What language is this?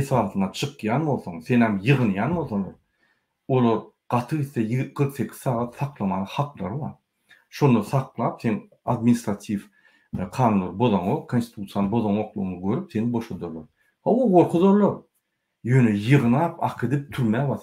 Turkmen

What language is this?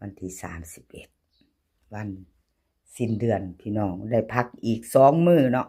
Lao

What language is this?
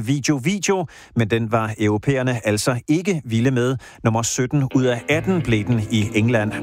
Danish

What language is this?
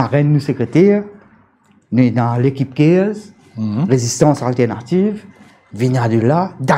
Morisyen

